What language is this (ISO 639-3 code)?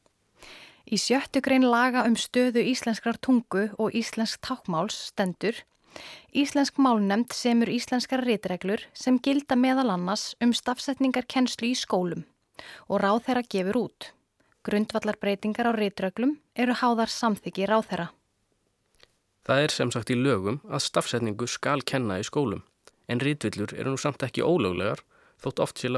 isl